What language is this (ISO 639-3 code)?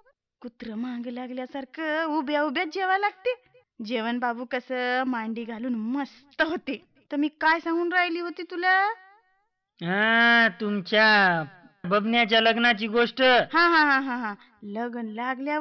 mar